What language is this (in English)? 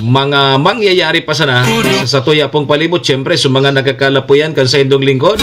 Bikol